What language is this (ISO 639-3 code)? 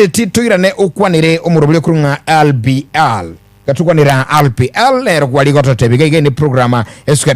guz